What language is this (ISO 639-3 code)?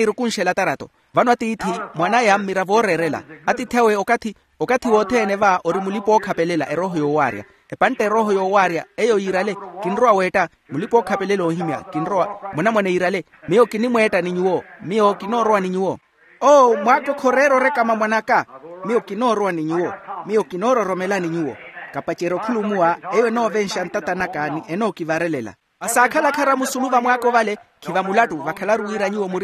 vmw